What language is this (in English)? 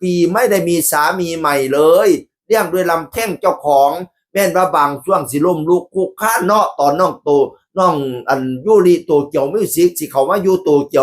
Northeastern Thai